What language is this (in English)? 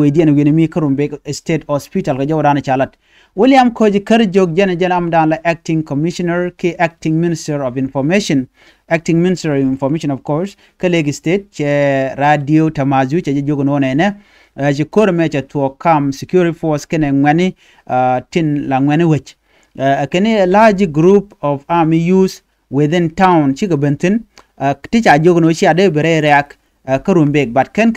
Nuer